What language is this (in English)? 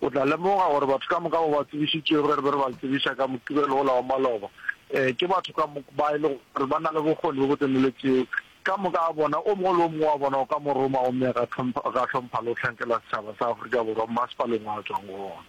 Northern Sotho